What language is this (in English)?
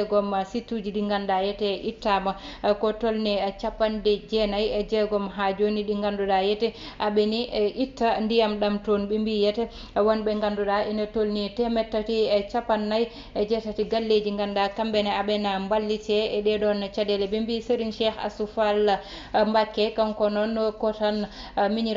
Fula